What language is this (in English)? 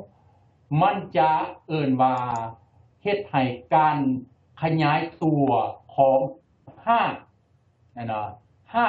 Lao